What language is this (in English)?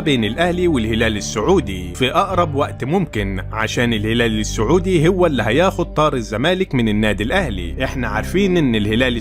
Egyptian Arabic